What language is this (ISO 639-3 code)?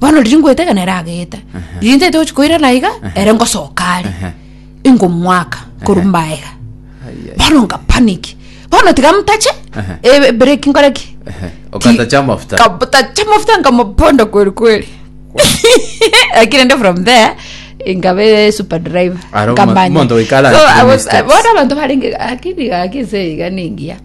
guz